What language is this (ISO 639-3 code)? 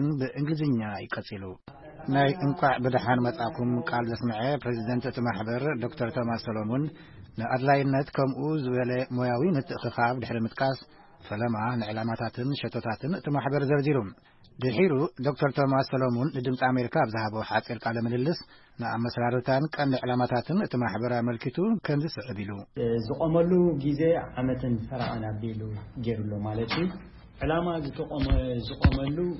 tir